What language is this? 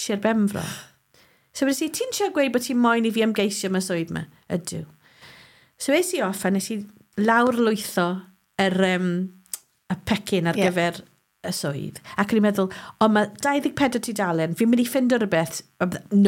Welsh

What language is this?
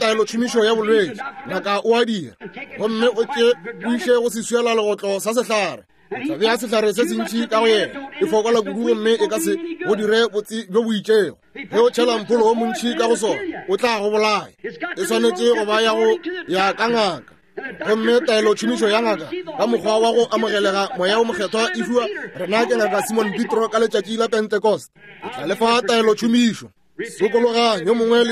Northern Sotho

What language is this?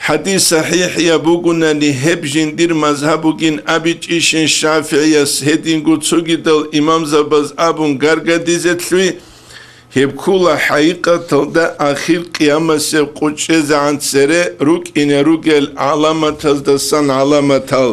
Avaric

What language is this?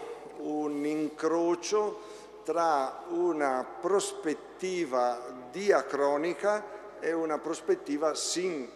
Italian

